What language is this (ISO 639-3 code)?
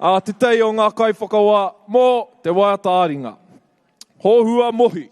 mri